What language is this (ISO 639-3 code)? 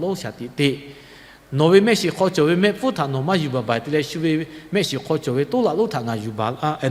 lhu